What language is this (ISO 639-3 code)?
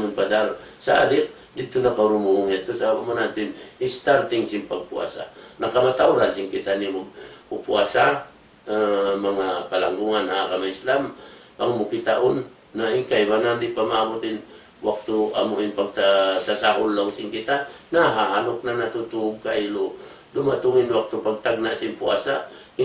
tsg